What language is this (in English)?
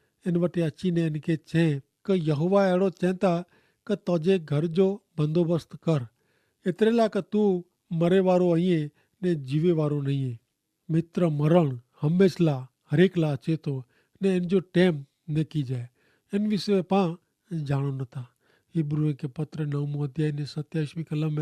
Kachhi